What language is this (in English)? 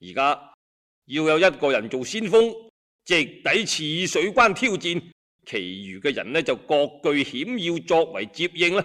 Cantonese